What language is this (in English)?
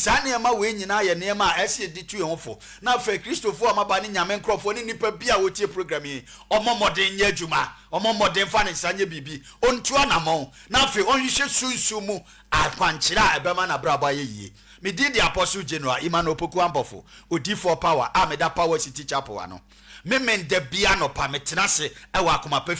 Akan